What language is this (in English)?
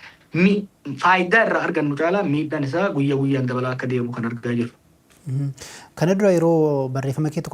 Oromo